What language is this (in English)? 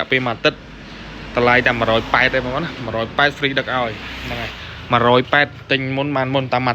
Khmer